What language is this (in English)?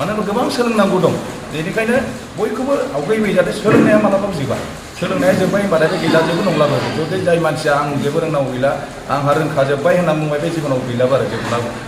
Bodo